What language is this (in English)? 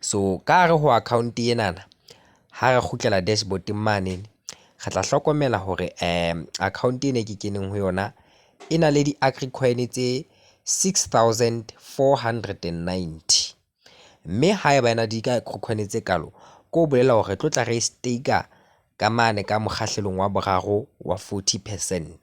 Southern Sotho